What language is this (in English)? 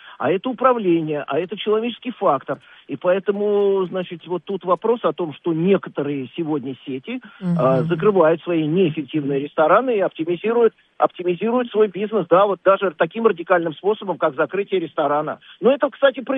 Russian